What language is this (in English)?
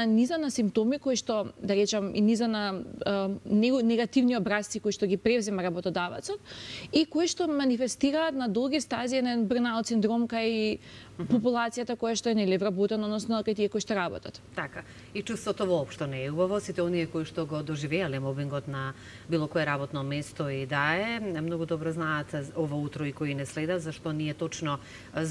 Macedonian